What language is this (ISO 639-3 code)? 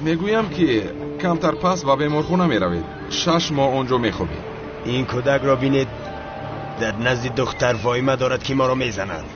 tgk